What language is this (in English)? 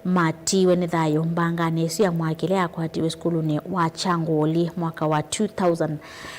Kamba